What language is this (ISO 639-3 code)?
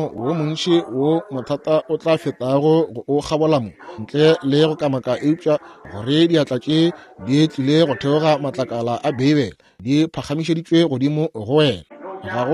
nso